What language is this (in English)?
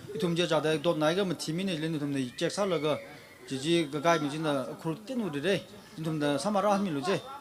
Tangkhul Naga (India)